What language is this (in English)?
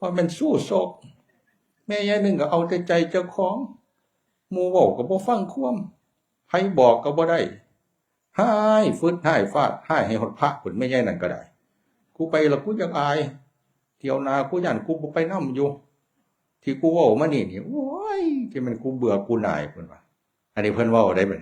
Northeastern Thai